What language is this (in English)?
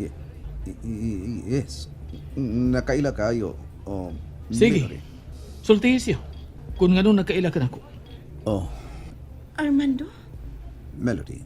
Cebuano